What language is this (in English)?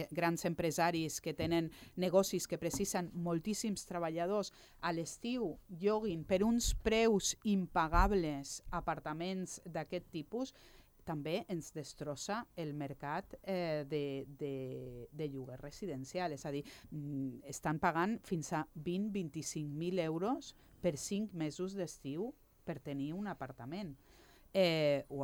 Catalan